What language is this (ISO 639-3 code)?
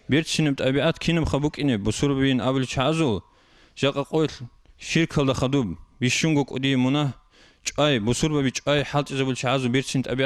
ava